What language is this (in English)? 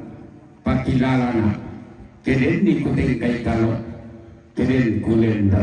Toraja-Sa'dan